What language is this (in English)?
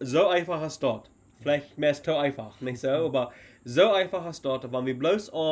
Plautdietsch